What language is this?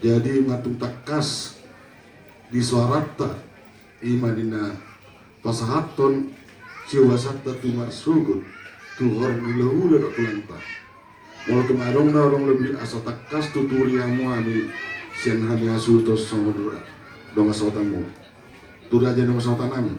Batak Toba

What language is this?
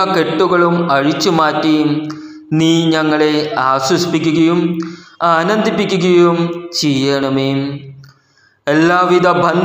Malayalam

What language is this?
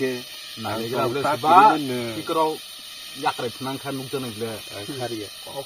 Kok Borok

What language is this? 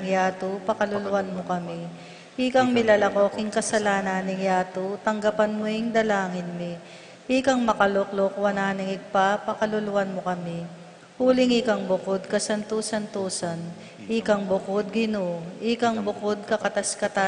Pampanga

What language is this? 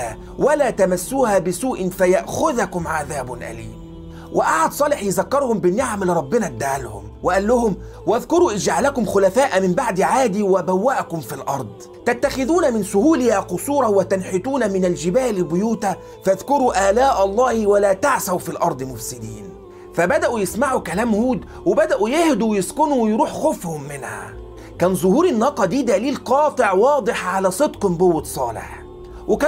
Egyptian Arabic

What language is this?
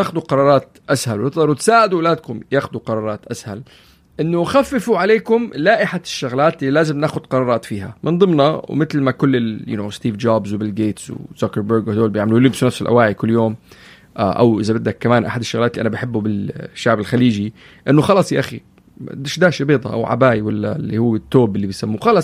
North Levantine Arabic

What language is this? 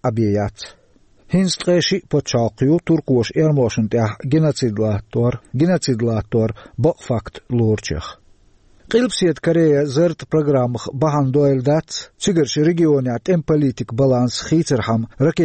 Chechen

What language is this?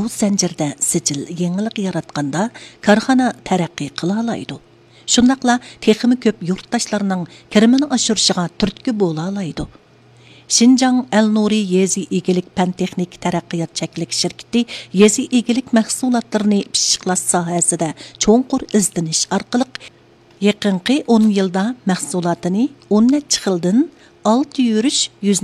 Uyghur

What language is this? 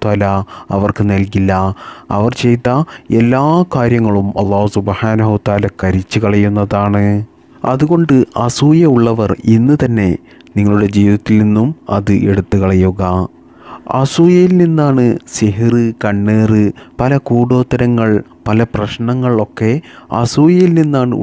Malayalam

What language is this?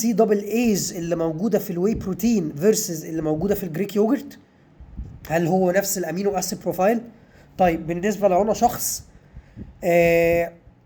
Egyptian Arabic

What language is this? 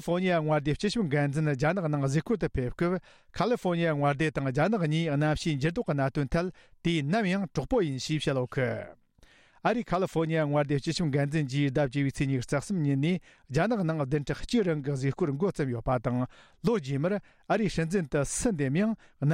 Tibetan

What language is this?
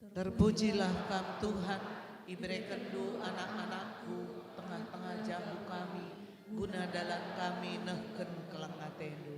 Batak Karo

